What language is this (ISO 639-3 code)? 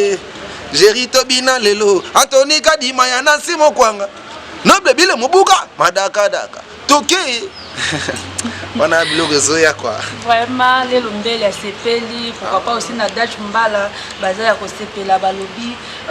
lin